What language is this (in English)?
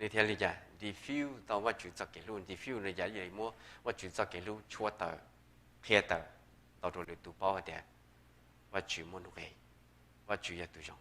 Hmong